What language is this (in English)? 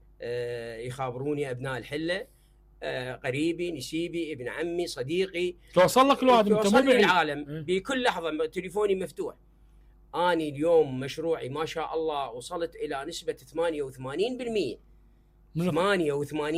Mesopotamian Arabic